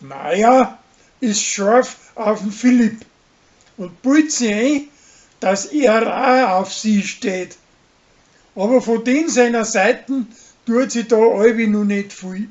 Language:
Bavarian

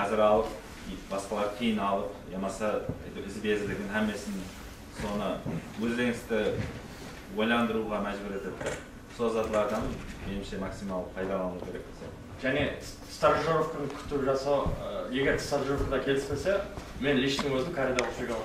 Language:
Kara-Kalpak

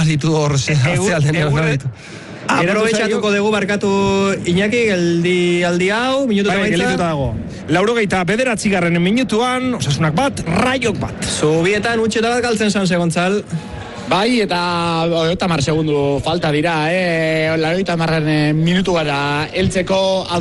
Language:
Basque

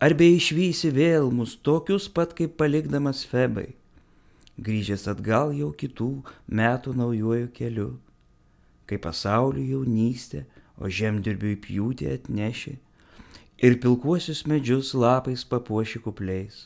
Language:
Lithuanian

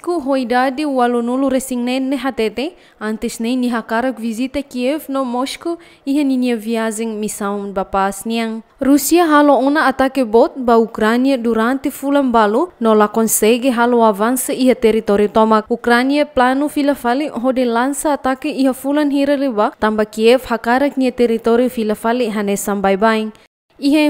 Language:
Tetum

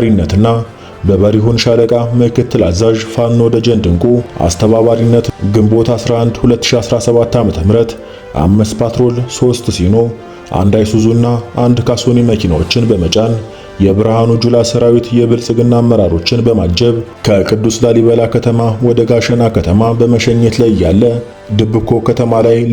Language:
Amharic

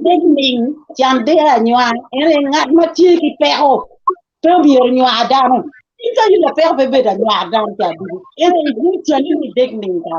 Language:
Acoli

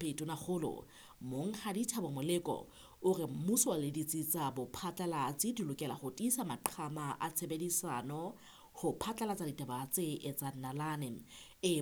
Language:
Southern Sotho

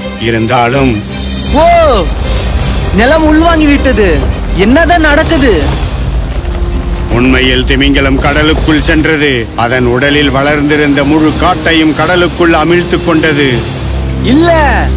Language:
Tamil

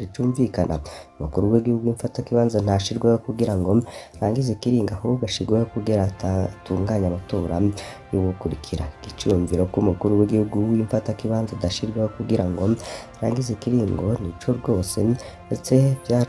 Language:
Rundi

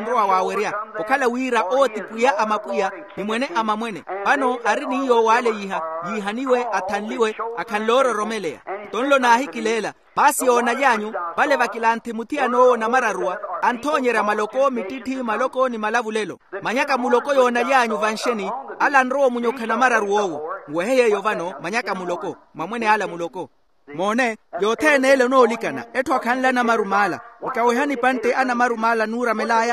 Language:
Makhuwa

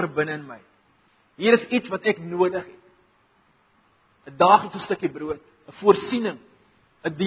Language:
Afrikaans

